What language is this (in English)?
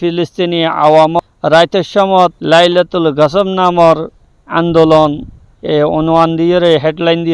Rohingya